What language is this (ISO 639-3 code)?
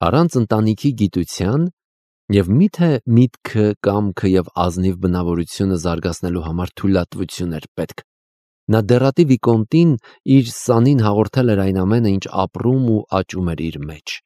hye